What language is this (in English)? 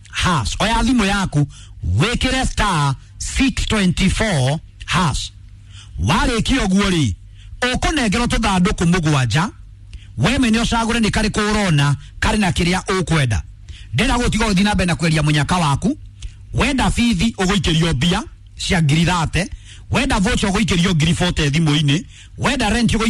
Kikuyu